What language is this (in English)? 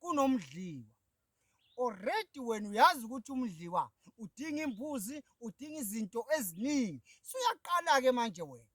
Zulu